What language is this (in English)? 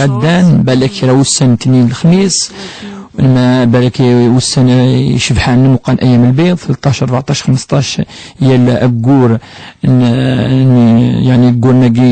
Kabyle